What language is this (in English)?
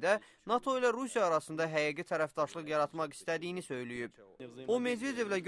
Azerbaijani